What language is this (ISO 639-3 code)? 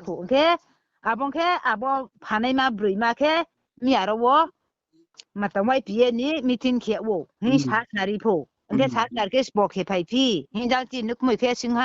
ria